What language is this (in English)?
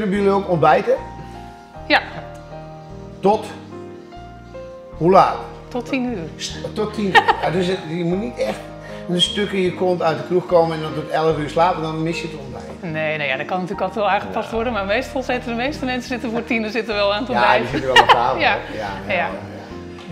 Dutch